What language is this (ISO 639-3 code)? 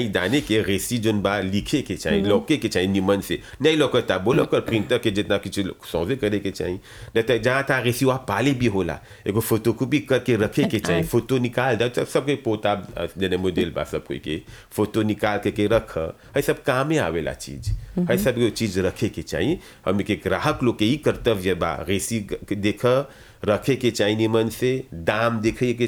bho